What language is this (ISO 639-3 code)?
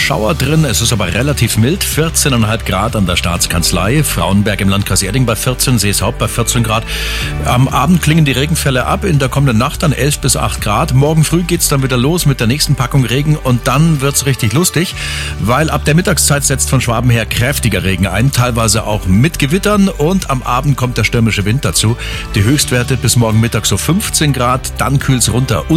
deu